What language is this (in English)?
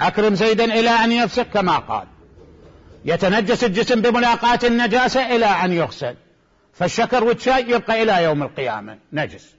Mesopotamian Arabic